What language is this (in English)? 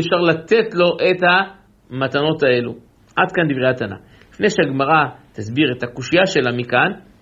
Hebrew